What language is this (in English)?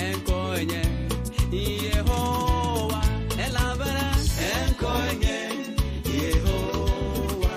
Ewe